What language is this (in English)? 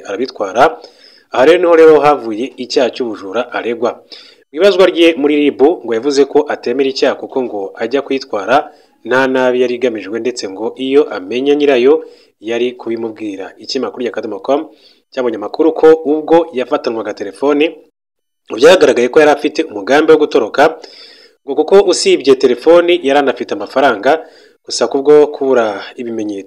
Kinyarwanda